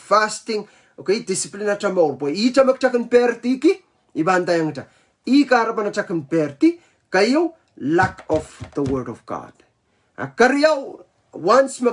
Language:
Pohnpeian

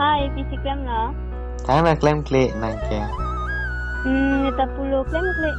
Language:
Karbi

